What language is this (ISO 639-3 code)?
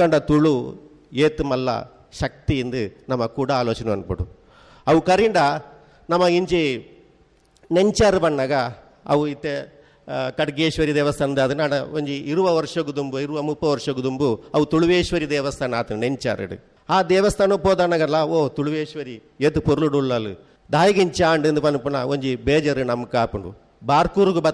tcy